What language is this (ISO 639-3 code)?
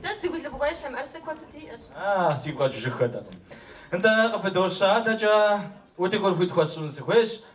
kbd